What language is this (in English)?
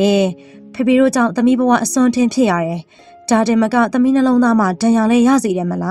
Burmese